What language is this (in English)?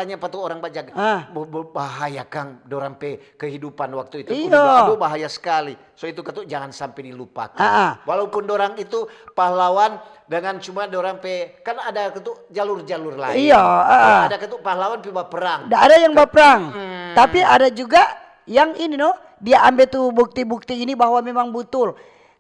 Manado Malay